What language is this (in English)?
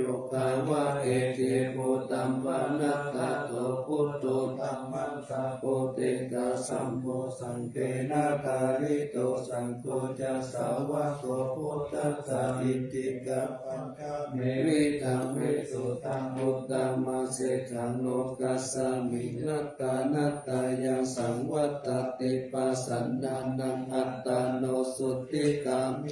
Pali